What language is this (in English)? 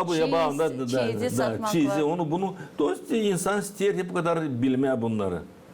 Gagauz